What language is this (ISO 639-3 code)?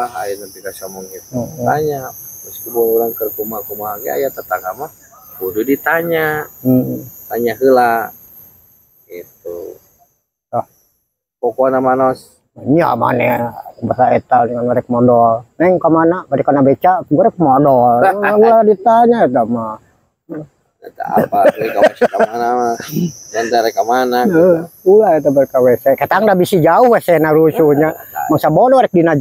sun